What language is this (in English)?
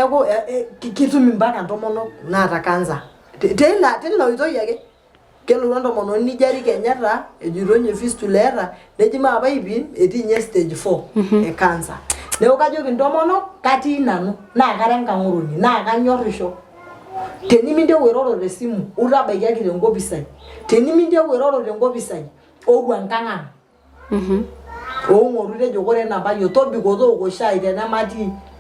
Masai